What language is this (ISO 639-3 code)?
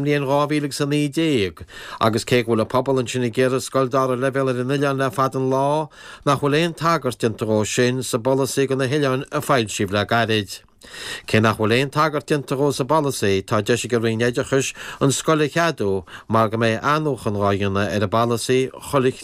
gle